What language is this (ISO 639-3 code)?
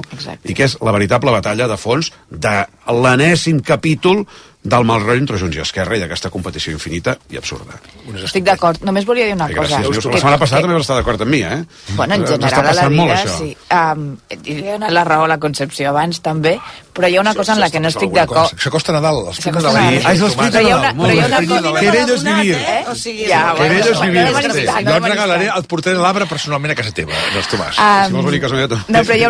cat